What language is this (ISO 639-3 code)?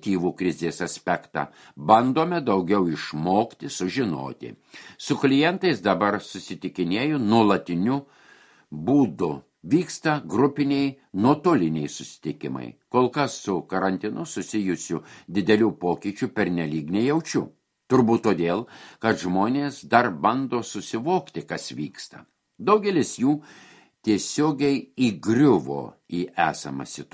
lit